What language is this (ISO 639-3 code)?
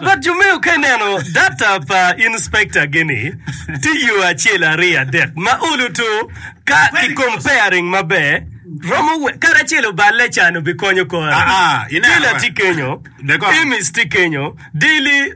ach